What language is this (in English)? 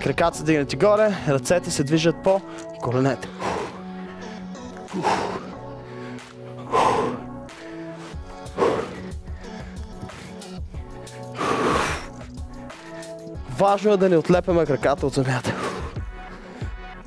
Bulgarian